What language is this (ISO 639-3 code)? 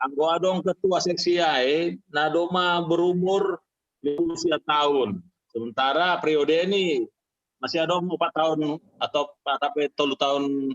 bts